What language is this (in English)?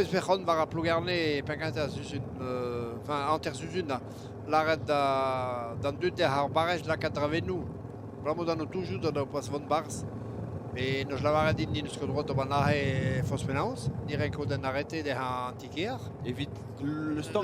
Breton